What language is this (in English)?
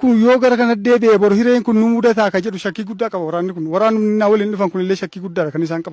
Oromo